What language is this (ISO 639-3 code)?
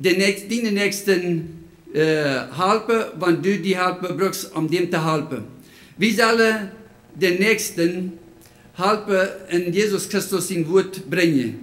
pdt